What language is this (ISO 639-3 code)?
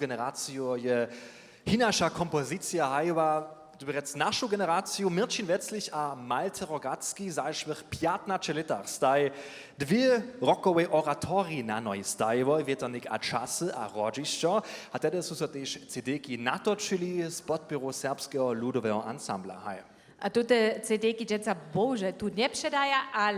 hsb